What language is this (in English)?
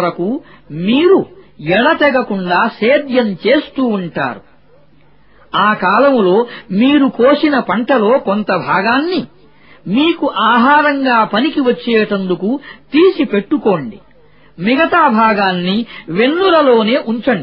Telugu